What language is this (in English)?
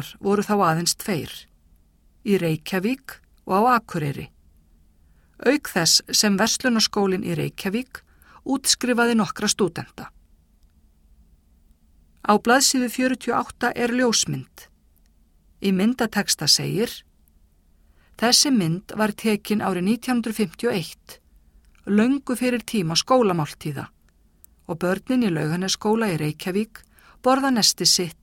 Icelandic